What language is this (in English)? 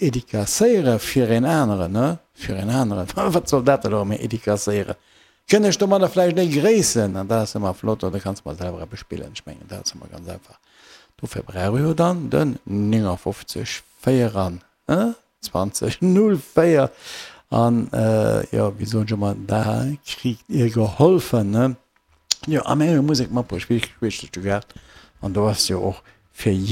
Luxembourgish